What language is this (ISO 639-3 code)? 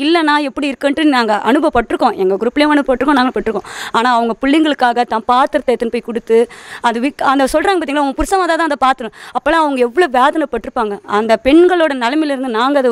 tam